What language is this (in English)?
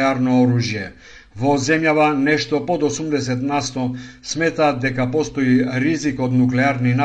Macedonian